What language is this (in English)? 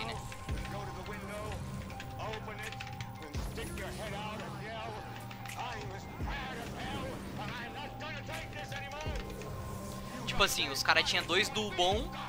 Portuguese